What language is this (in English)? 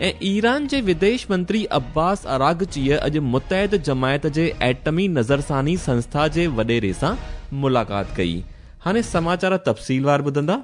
Sindhi